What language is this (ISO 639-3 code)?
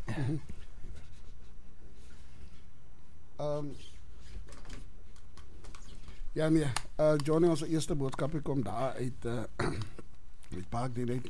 afr